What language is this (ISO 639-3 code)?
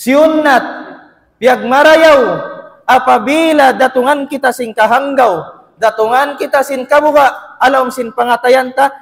tsg